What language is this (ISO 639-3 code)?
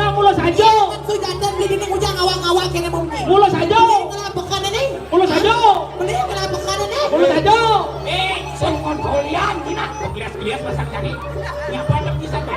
ban